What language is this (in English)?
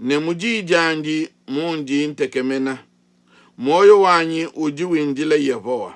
Luba-Lulua